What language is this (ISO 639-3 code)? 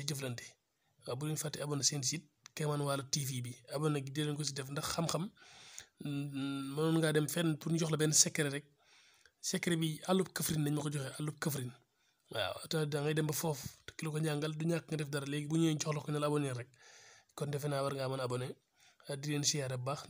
wol